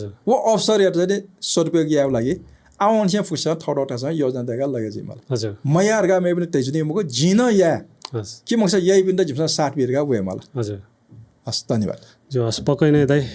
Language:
Newari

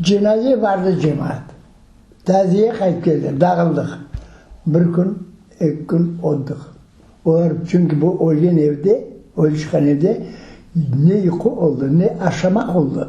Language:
Crimean Tatar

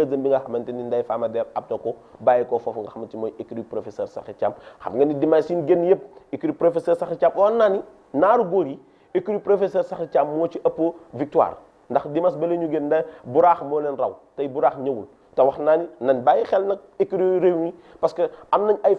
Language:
Wolof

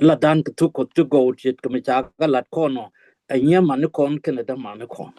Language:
Nuer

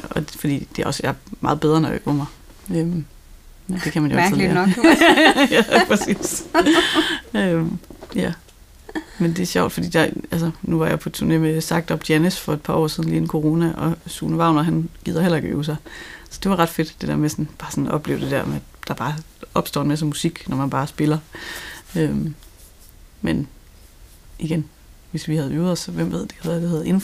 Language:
Danish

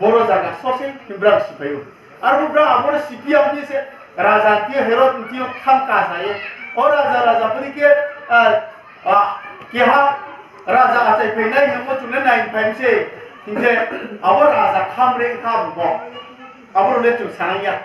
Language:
Riang (India)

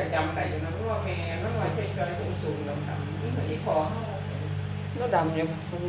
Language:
Northeastern Thai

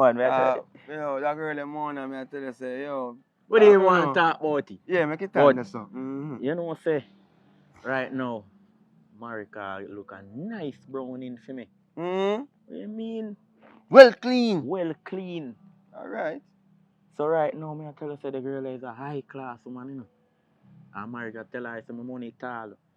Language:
Jamaican Creole English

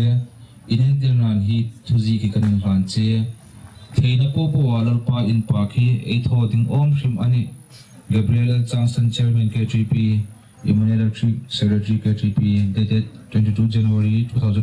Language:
Hmar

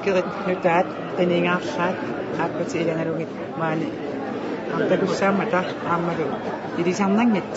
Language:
Kalaallisut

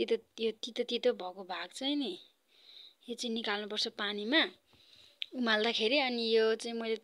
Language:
Nepali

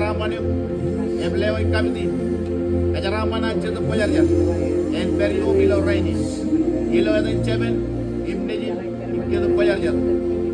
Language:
Marshallese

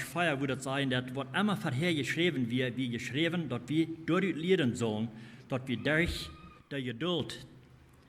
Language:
Plautdietsch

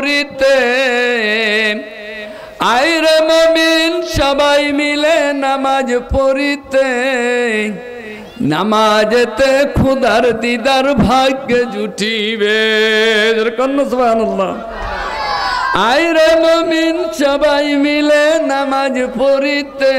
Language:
Bangla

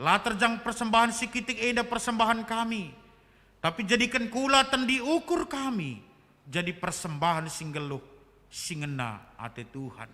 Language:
Batak Karo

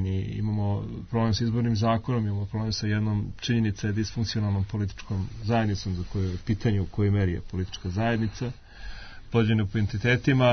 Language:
Serbian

